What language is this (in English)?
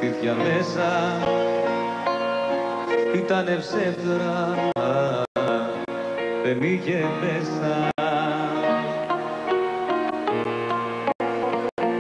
Greek